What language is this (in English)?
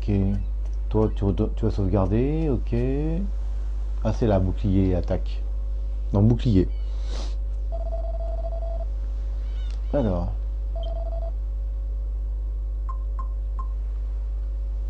French